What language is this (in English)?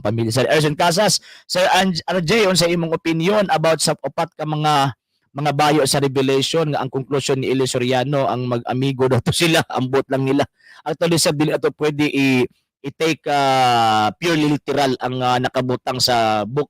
Cebuano